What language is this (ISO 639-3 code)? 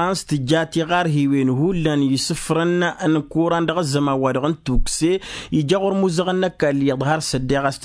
taq